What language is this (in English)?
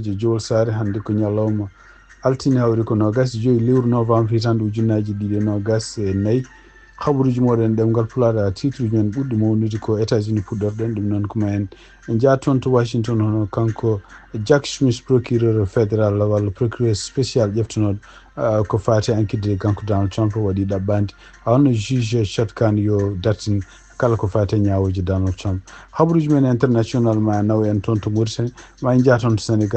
Fula